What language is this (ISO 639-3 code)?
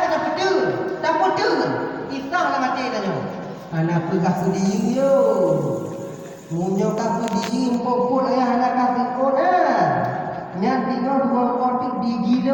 ace